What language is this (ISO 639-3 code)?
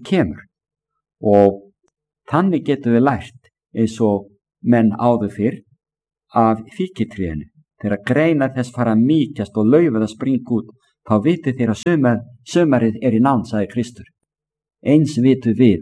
isl